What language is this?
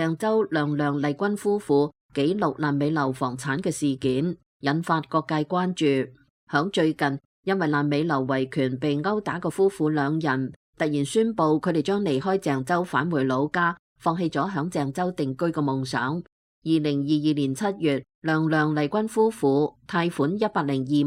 Cantonese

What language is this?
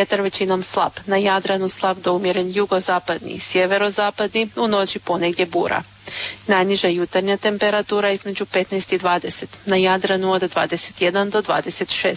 Croatian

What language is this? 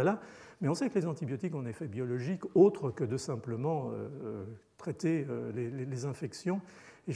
French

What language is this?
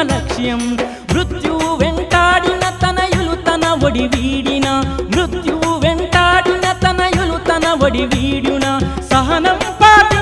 Telugu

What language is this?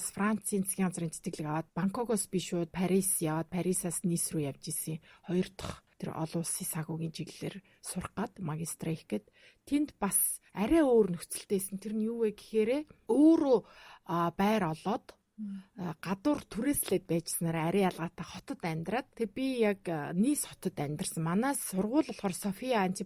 Mongolian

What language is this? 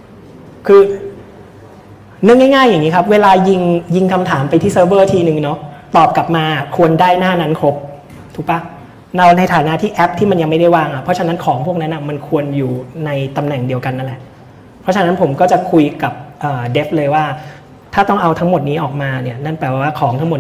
Thai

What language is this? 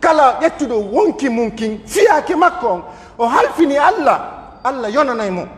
Pular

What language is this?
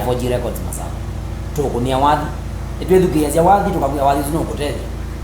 Kamba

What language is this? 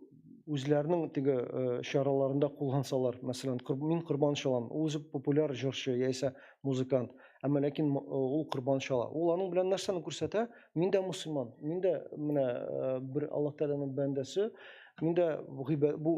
Tatar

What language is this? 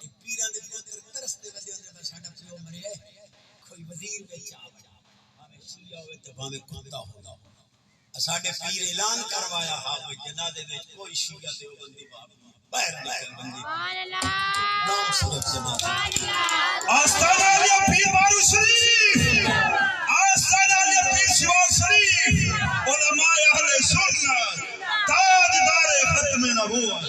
Saraiki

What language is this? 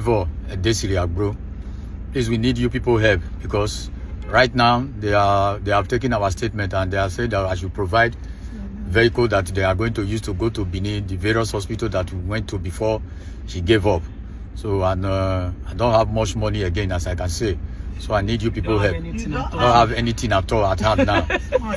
Igbo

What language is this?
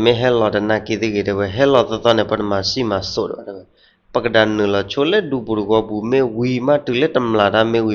S'gaw Karen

